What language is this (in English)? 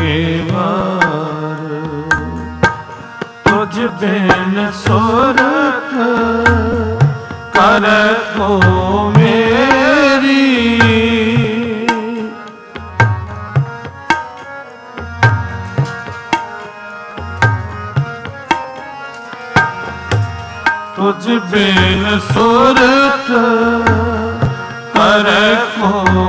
Punjabi